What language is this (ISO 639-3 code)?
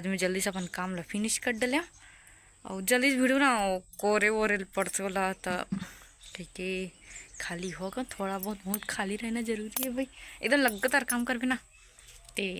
hne